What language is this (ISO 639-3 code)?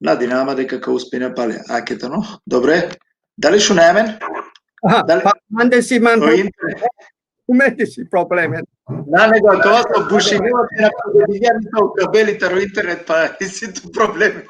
rmn